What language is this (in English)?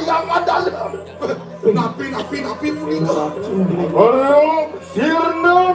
Balinese